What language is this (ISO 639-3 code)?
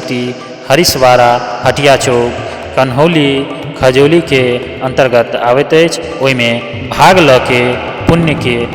mai